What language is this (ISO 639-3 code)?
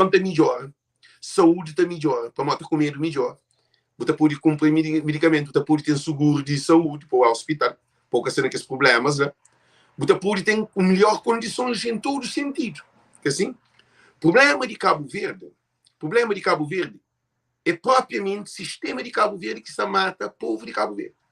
kea